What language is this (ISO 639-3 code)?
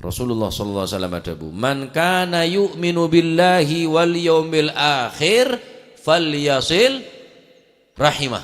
mad